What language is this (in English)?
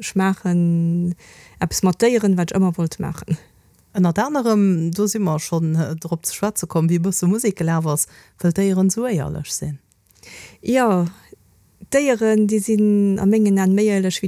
Luxembourgish